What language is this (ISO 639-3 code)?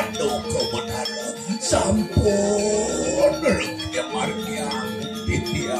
ban